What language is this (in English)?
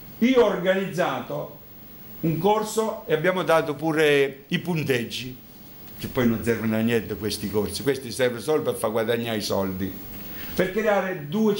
Italian